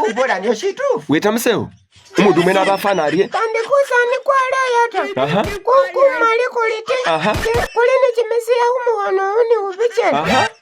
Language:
Masaaba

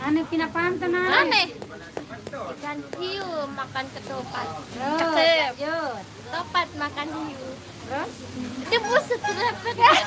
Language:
Sasak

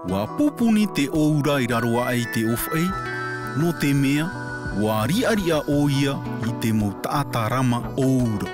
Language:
Tahitian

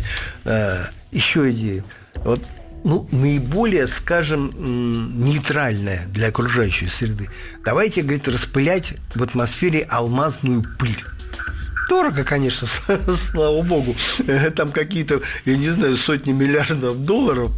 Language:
Russian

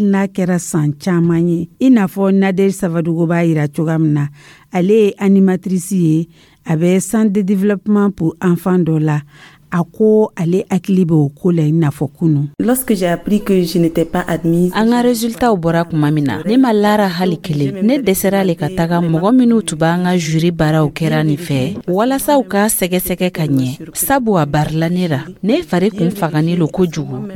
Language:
Dyula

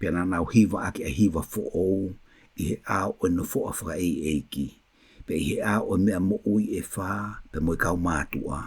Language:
Tongan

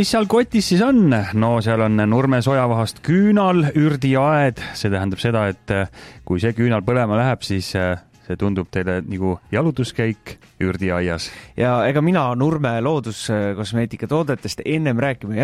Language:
Estonian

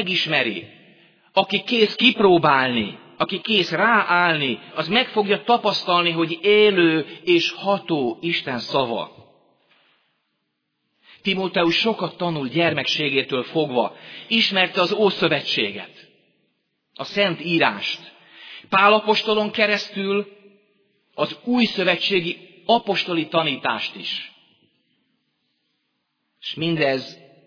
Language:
Hungarian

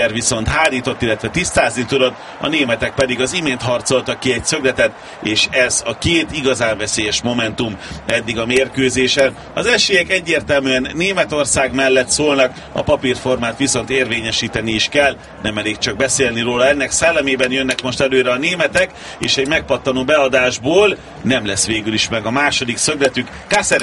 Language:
Hungarian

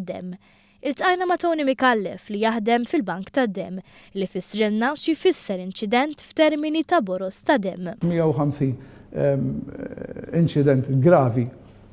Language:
Maltese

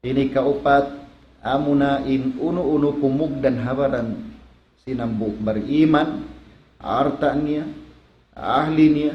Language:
Tausug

